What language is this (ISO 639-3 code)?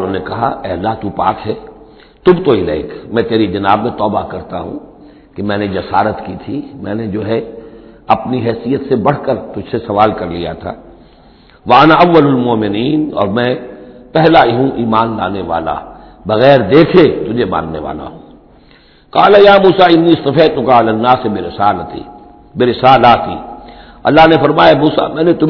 urd